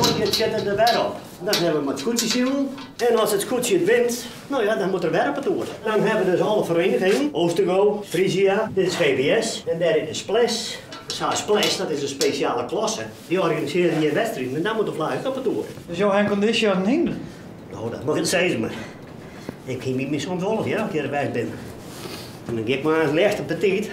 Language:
Western Frisian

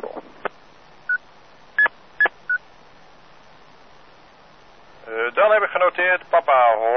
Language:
Dutch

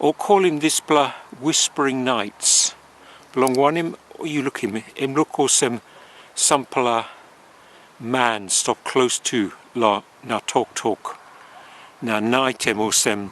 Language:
Tok Pisin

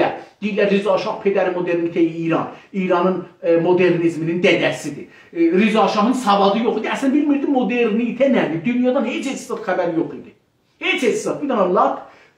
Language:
South Azerbaijani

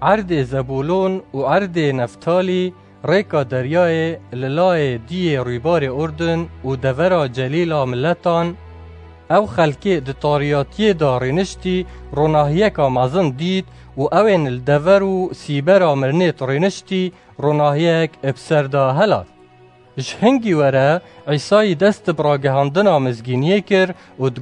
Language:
Kurdish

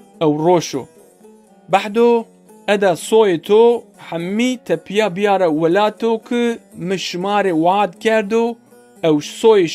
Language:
Zaza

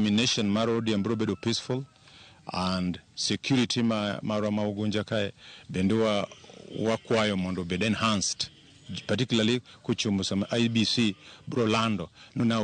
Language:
Luo (Kenya and Tanzania)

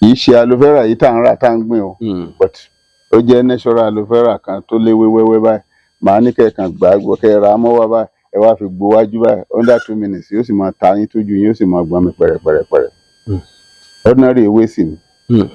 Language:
Yoruba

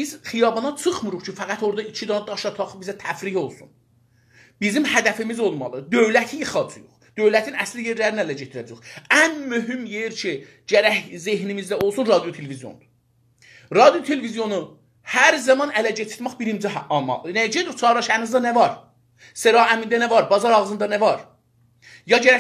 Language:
South Azerbaijani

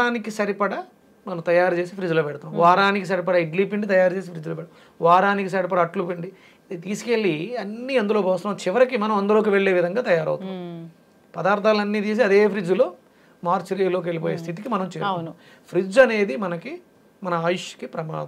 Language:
Telugu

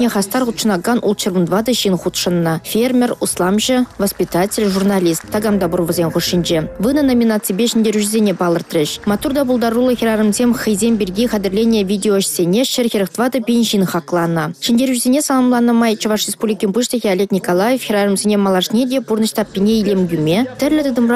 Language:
Chuvash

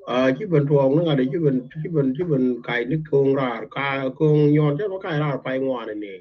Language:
Nuer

